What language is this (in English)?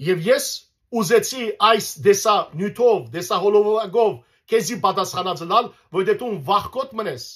Western Armenian